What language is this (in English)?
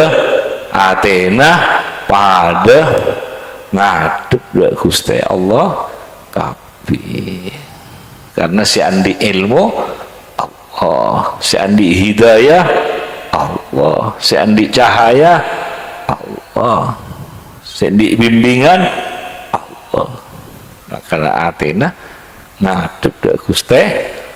Madurese